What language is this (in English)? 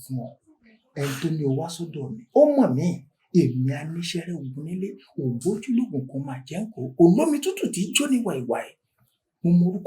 Yoruba